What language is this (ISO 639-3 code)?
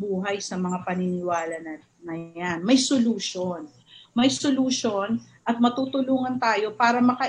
fil